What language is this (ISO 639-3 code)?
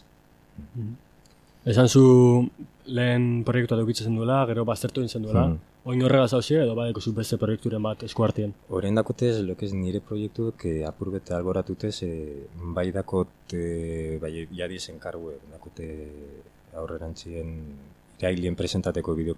eus